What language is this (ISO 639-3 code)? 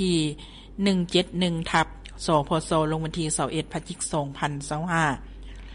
lao